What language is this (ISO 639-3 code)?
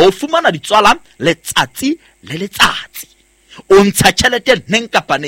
sot